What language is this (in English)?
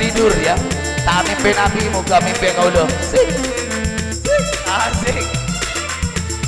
Madurese